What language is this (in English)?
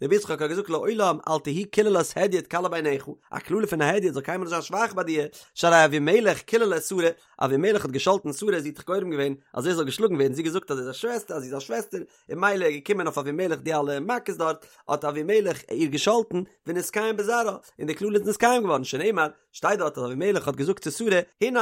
Yiddish